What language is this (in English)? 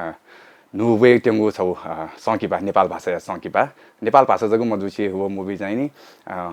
Newari